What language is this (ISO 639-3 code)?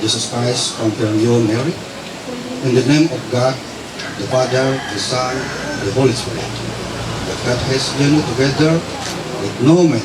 mhy